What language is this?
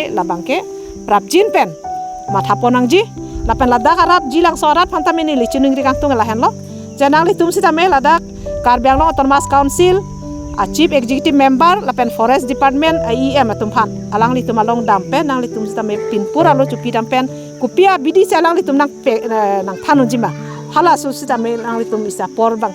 Karbi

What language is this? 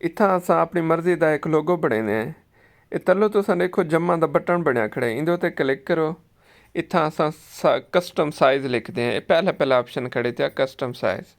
Saraiki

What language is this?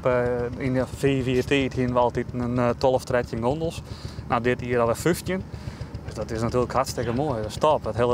Western Frisian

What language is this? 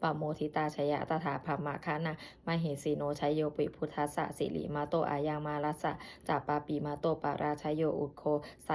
Pali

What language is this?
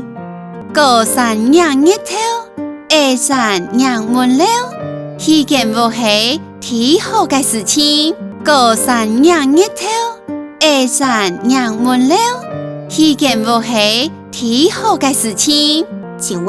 Hakka Chinese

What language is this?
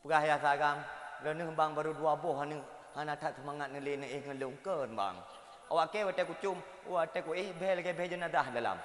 Achinese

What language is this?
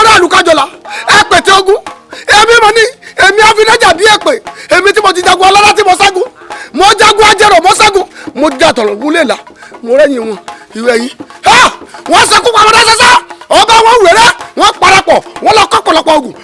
Yoruba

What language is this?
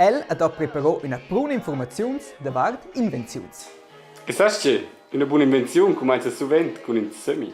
Romansh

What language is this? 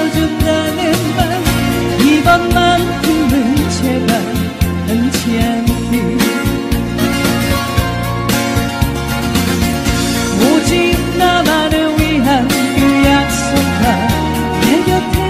Korean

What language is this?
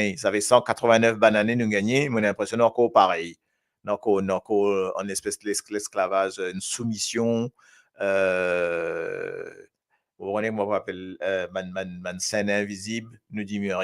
Morisyen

